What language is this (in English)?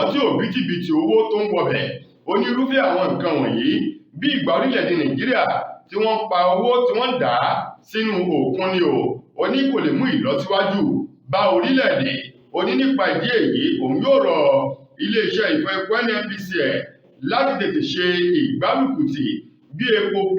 Yoruba